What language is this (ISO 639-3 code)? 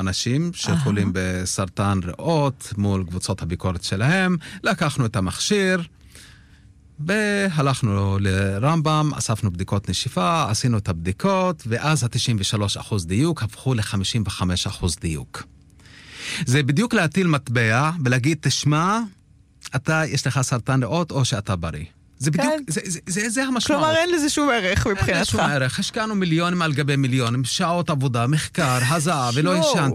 heb